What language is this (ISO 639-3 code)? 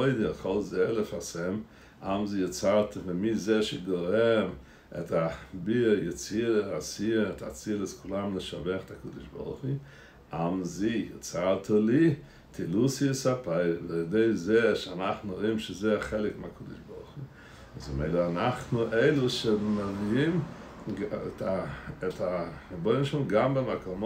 heb